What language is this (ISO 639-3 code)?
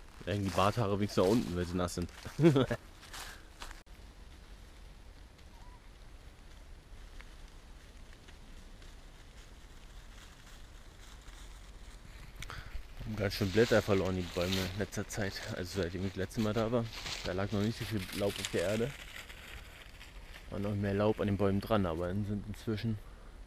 deu